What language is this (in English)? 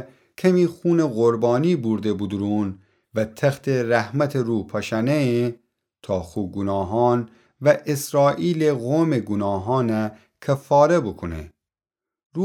Gilaki